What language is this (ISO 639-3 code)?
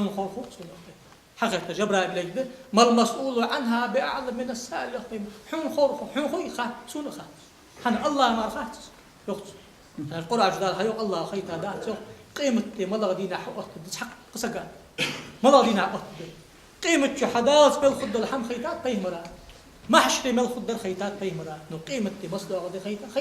inh